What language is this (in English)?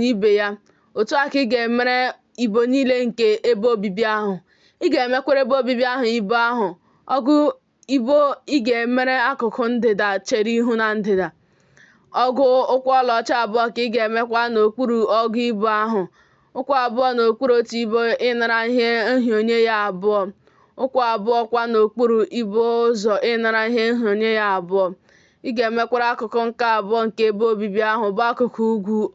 Igbo